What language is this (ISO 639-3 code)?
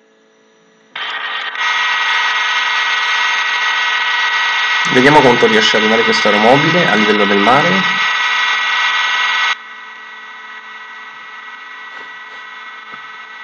ita